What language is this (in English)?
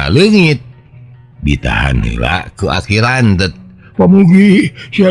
Sundanese